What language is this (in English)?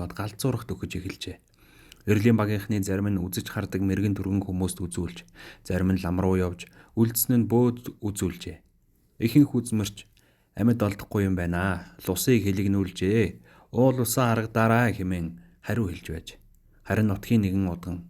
Mongolian